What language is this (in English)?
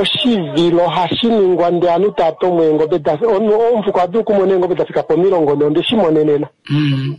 Kuanyama